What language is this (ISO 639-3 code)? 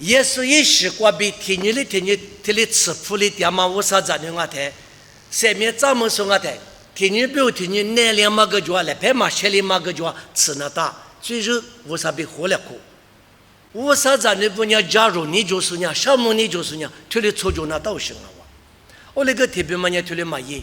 lis